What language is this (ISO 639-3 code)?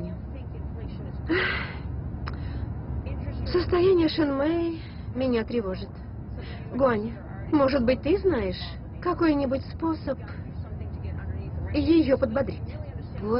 rus